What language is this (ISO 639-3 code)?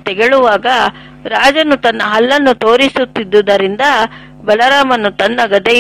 kan